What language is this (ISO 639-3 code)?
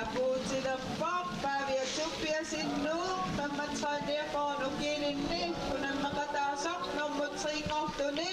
kal